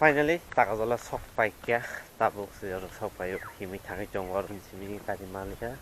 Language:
Kok Borok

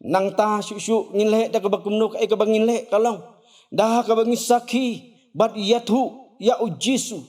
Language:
Khasi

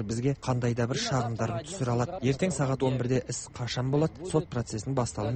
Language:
Kazakh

